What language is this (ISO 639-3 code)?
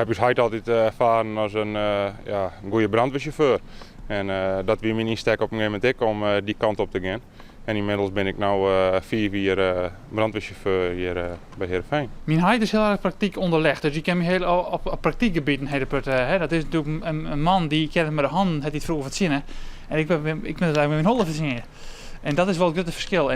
fry